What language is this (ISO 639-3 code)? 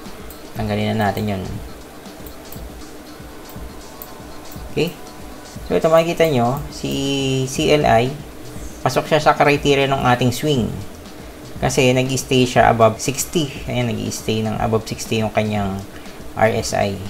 fil